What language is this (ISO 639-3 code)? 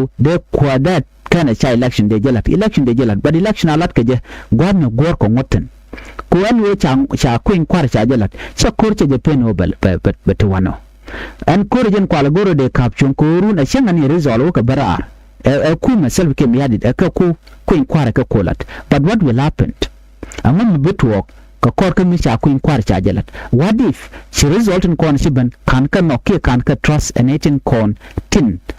nus